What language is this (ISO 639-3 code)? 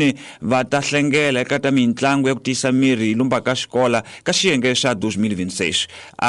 tso